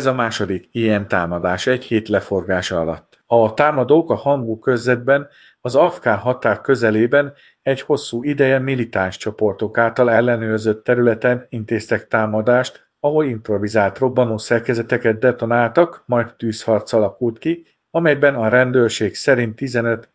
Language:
Hungarian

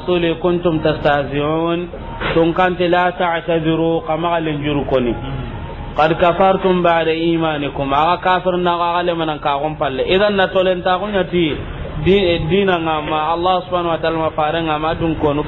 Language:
Soninke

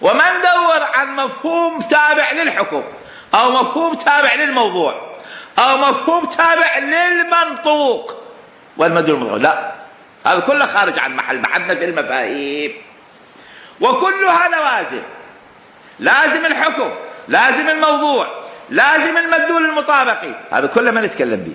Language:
Mesopotamian Arabic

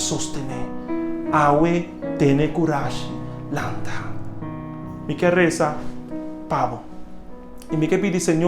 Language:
Papiamento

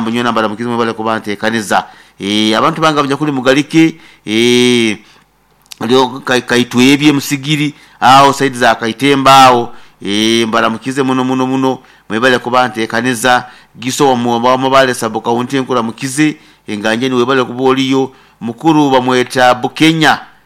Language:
Nyoro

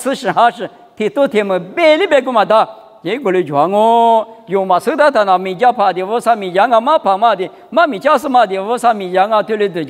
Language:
Lisu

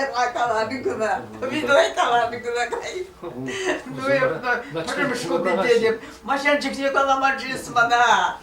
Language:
Chuvash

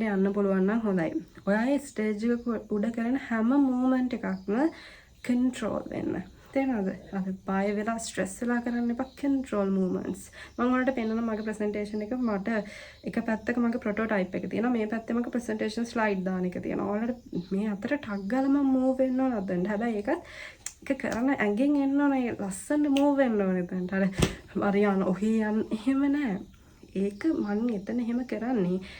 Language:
Sinhala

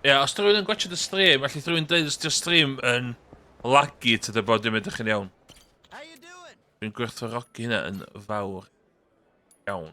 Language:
Welsh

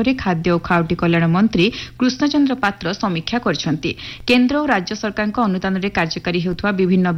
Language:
Odia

